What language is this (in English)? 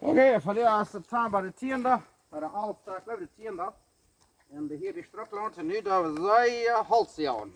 Plautdietsch